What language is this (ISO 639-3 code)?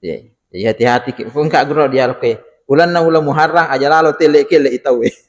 bug